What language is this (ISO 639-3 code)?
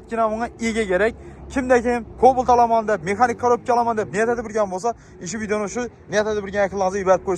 uzb